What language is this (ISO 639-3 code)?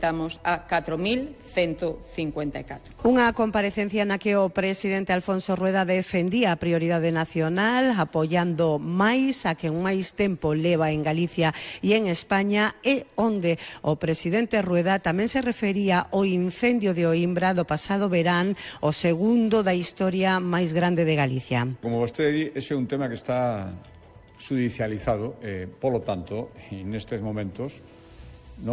glg